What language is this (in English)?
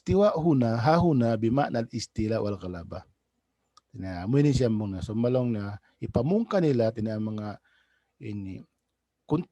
Tausug